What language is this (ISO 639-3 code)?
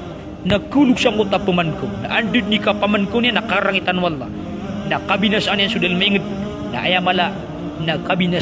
mrw